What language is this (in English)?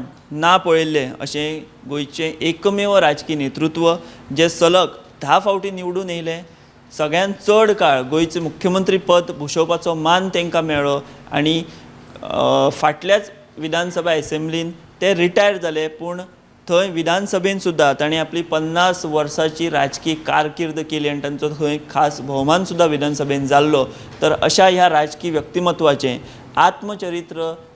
Konkani